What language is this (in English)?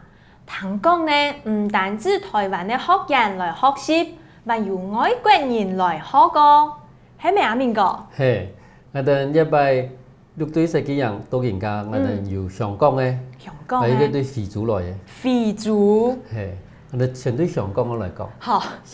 Hakka Chinese